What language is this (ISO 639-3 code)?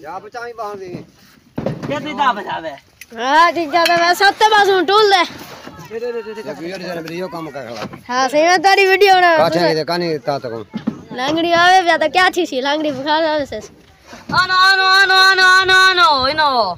skr